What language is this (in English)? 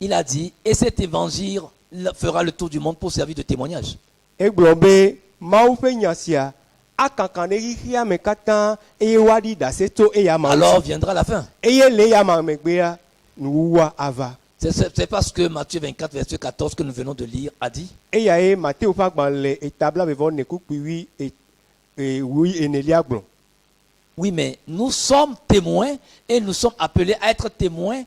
Ewe